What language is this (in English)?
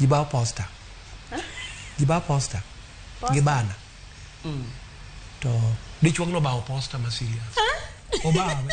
Luo (Kenya and Tanzania)